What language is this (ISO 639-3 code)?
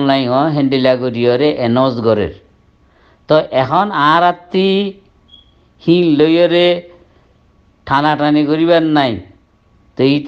rhg